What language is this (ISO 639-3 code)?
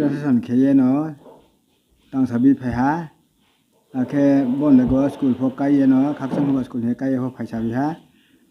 ria